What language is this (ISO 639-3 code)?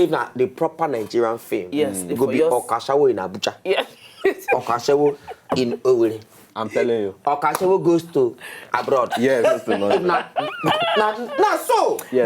pcm